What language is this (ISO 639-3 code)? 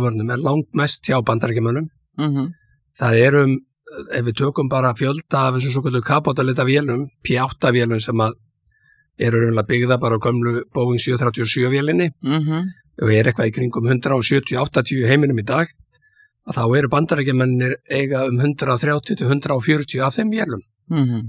isl